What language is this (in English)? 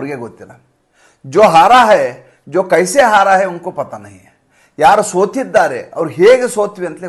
Kannada